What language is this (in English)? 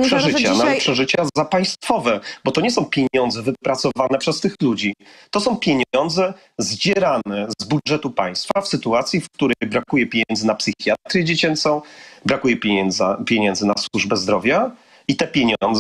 Polish